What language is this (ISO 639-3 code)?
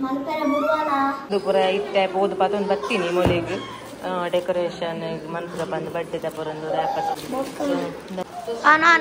tcy